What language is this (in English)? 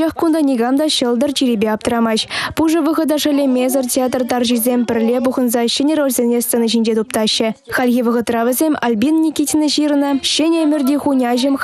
Chuvash